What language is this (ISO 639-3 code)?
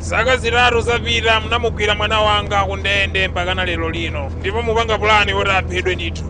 nya